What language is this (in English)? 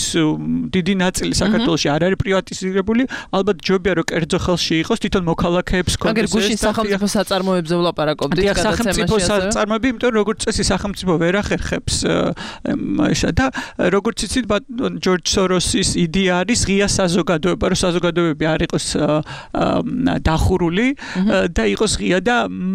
Georgian